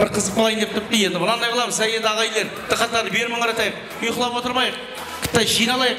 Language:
Kara-Kalpak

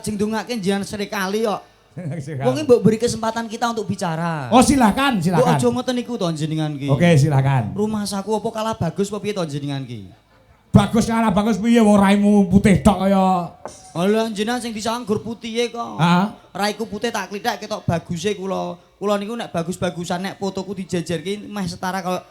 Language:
Javanese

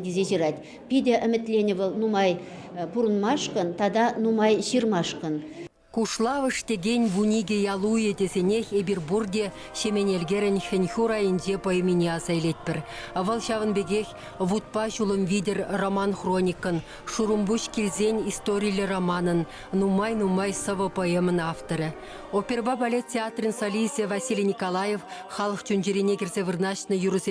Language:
Chuvash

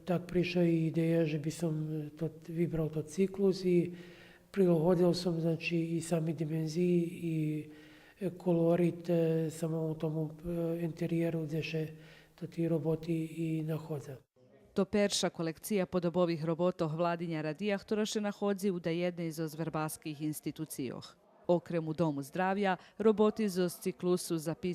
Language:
Rusyn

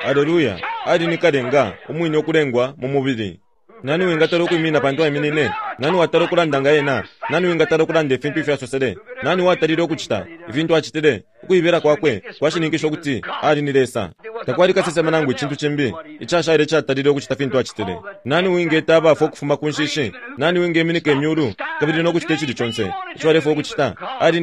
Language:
Bemba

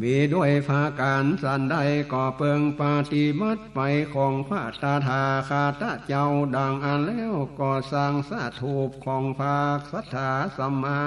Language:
Northern Thai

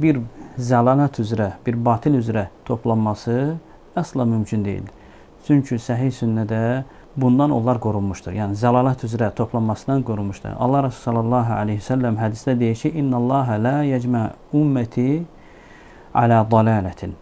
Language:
Azerbaijani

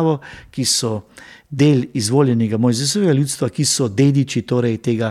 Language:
Slovenian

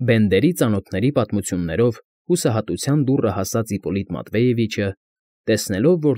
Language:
Armenian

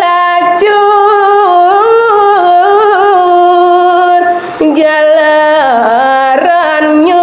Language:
Balinese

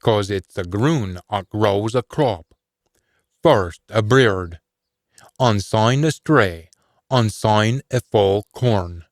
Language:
Scots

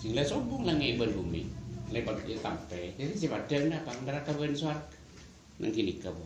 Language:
Madurese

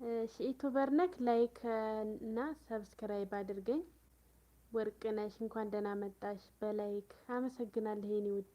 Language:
Amharic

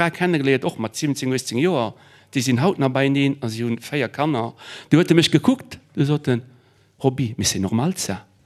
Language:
Luxembourgish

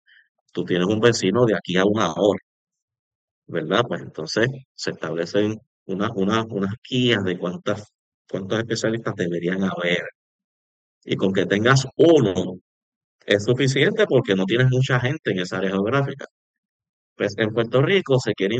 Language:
Spanish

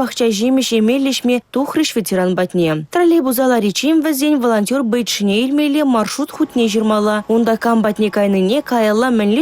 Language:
Chuvash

